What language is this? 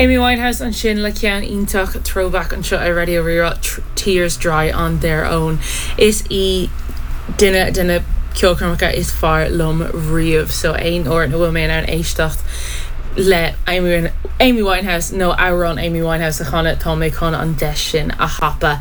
Irish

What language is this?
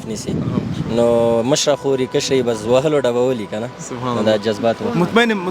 Pashto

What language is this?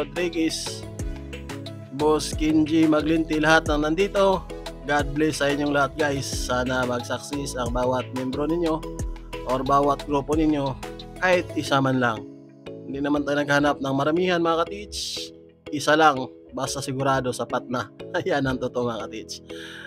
Filipino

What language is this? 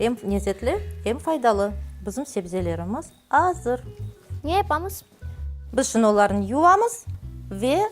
Crimean Tatar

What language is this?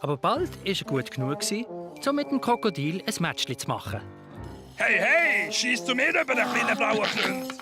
Swiss German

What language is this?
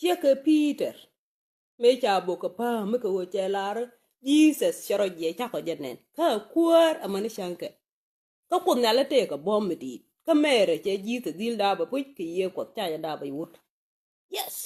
Nuer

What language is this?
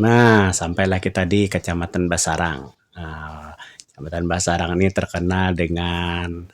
Banjar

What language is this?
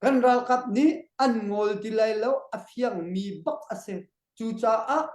Hakha Chin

